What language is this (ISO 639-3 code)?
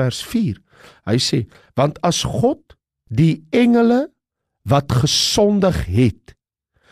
afr